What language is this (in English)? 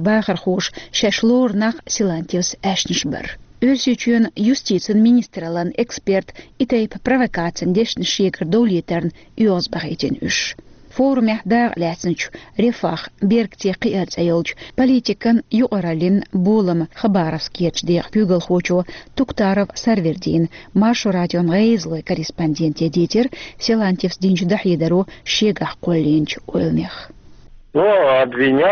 Chechen